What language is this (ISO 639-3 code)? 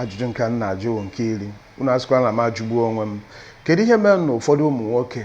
ibo